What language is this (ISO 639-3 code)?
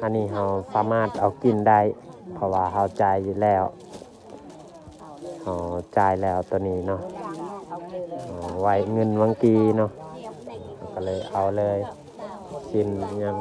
lao